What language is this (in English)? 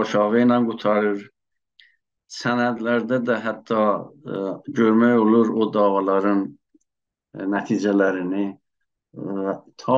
South Azerbaijani